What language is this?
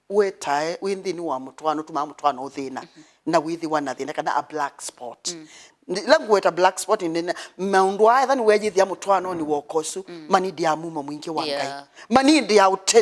Kamba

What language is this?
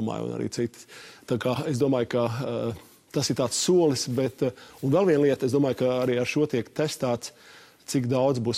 Latvian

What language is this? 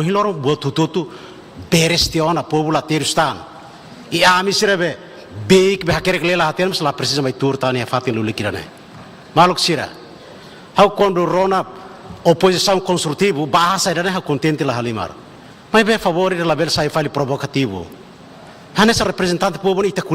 Tetum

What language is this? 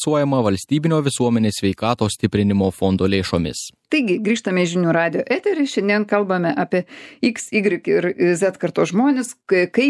Lithuanian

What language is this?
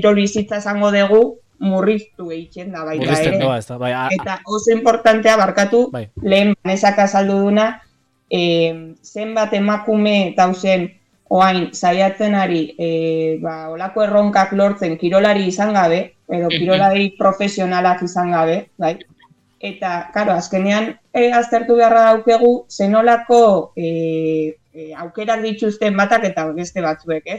Basque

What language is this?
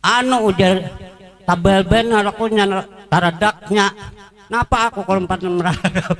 Banjar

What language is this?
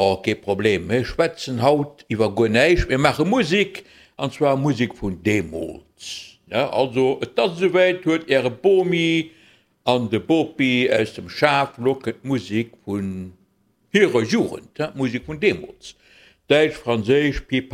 Luxembourgish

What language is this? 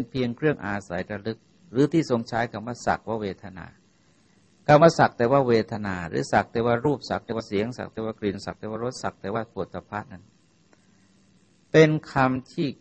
Thai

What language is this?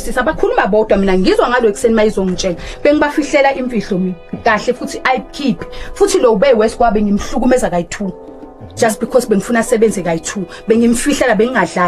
Zulu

